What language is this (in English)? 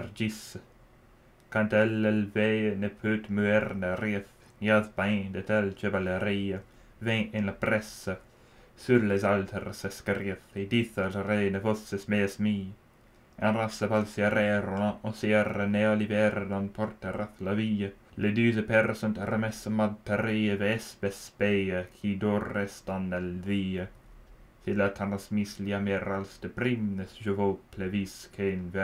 Old French